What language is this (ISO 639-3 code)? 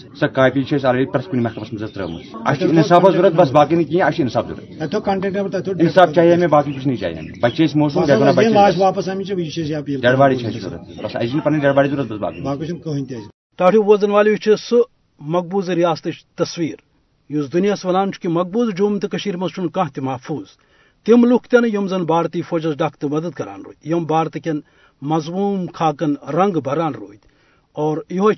kas